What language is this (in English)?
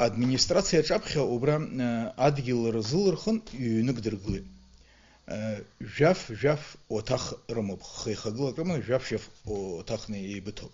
Abkhazian